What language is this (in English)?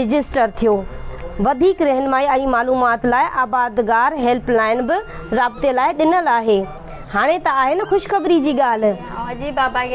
Sindhi